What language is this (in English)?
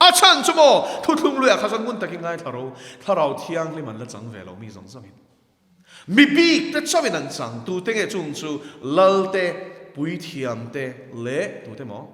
Mizo